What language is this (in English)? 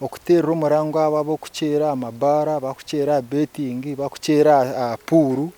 Nyankole